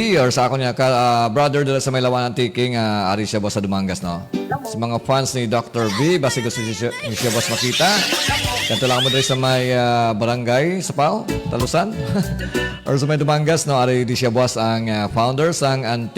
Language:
Hiligaynon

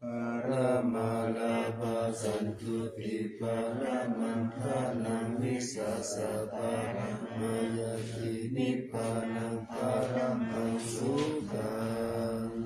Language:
Pali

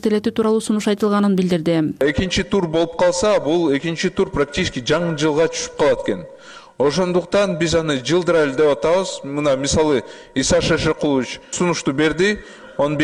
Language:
Kyrgyz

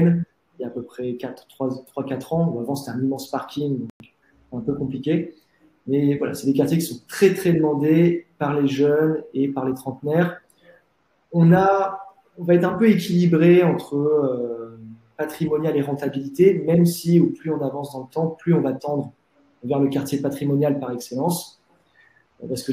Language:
French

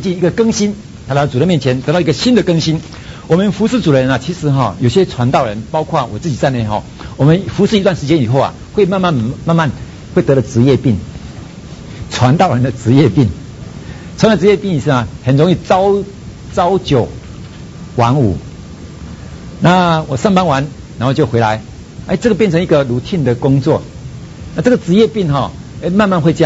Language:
Chinese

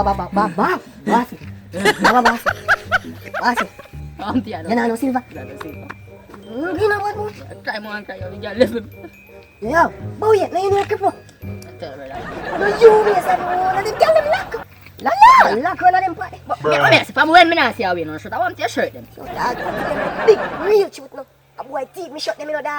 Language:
Jamaican Creole English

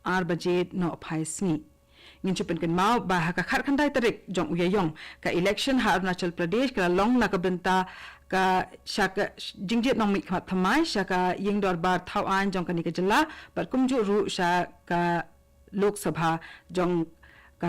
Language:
Khasi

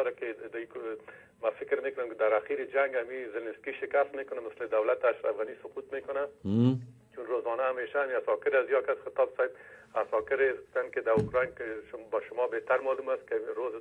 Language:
Persian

